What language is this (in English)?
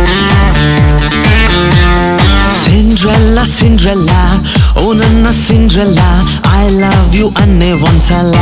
Kannada